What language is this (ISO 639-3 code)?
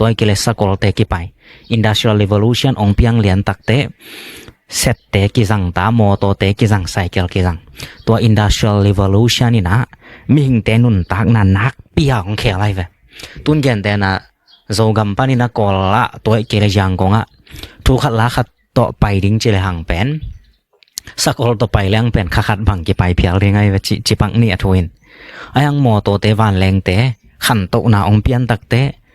ctd